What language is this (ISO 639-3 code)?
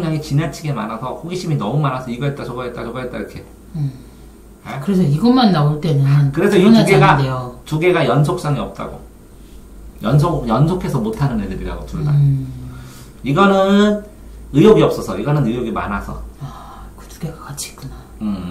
kor